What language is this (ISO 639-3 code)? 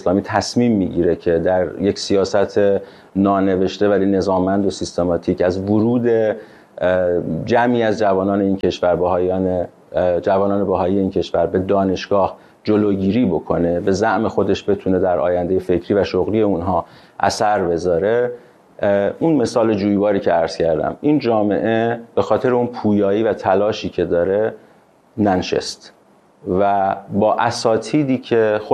fas